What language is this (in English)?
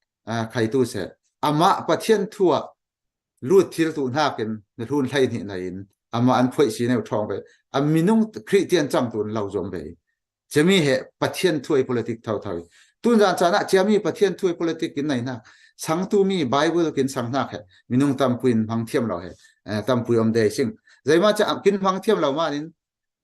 Falam Chin